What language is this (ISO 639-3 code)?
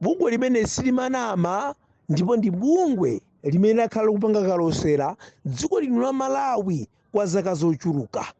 nya